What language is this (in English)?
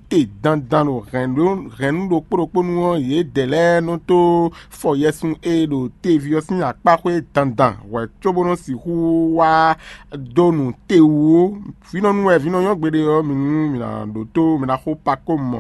Fon